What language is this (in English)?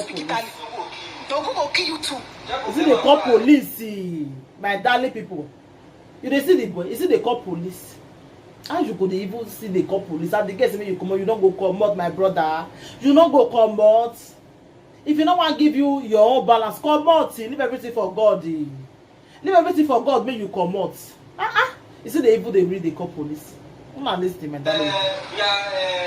Nigerian Pidgin